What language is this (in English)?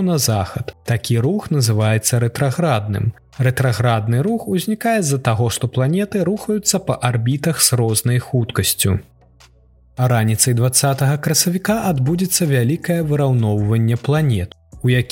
Belarusian